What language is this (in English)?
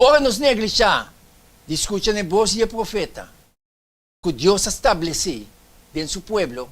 Papiamento